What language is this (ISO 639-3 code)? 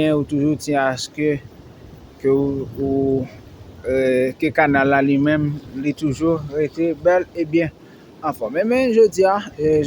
hat